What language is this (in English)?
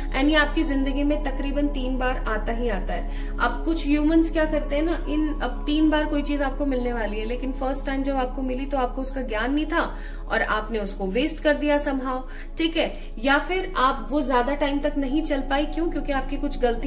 Hindi